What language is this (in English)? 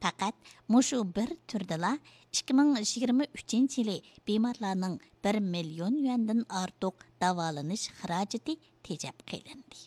Uyghur